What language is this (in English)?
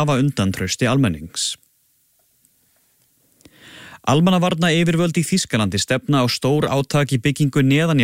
Icelandic